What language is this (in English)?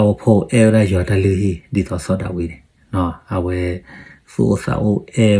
S'gaw Karen